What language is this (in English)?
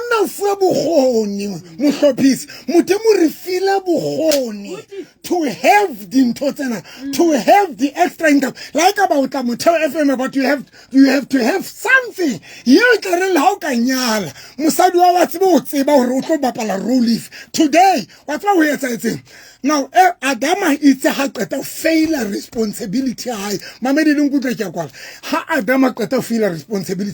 Southern Sotho